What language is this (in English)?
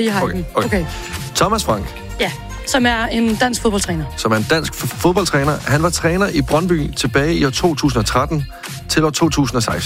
Danish